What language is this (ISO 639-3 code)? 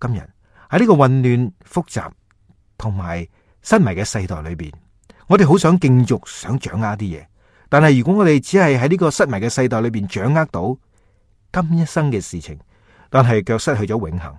yue